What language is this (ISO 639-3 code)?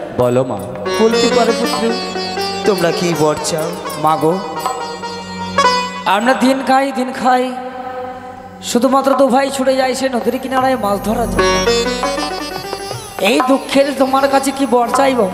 ben